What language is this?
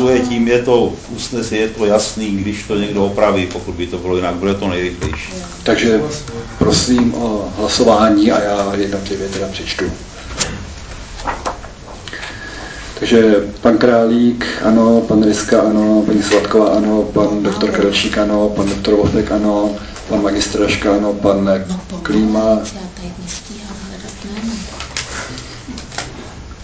Czech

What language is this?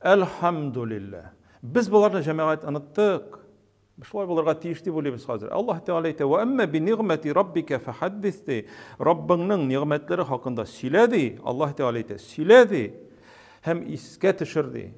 Tatar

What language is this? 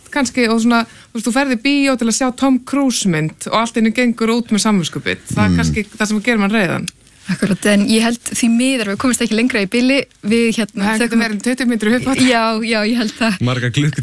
Icelandic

